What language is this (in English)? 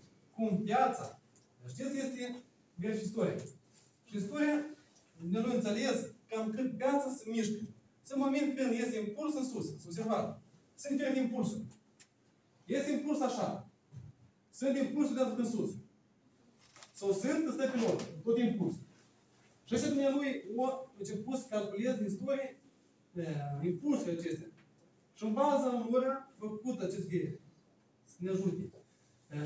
Romanian